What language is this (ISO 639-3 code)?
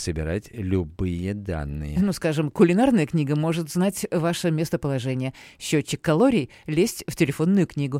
rus